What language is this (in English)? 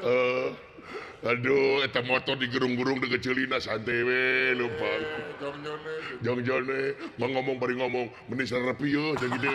Sundanese